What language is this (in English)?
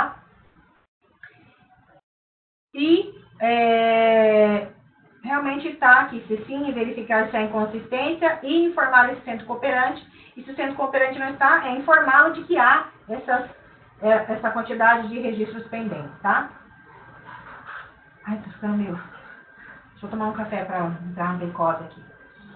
Portuguese